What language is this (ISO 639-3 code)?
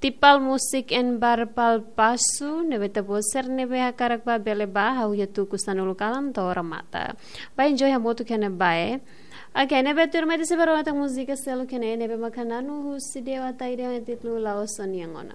tet